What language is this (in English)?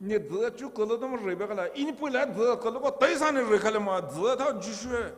Poumei Naga